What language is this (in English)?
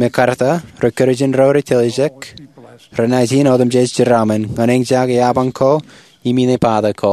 Marshallese